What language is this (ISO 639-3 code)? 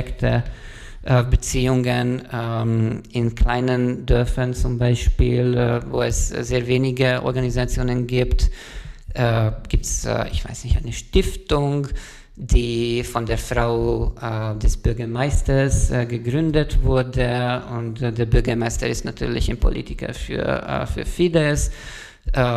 deu